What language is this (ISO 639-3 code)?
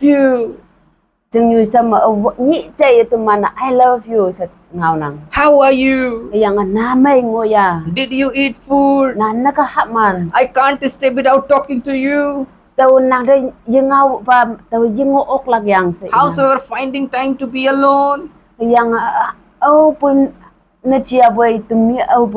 nbe